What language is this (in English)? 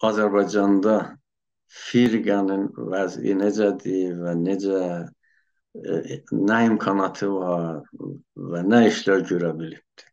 South Azerbaijani